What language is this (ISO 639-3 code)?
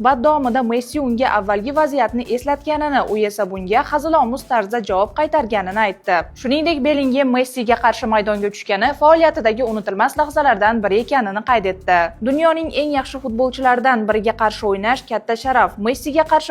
uzb